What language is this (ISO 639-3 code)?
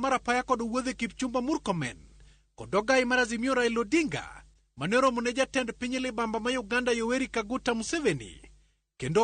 luo